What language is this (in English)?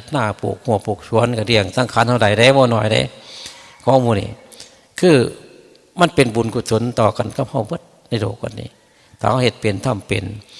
Northeastern Thai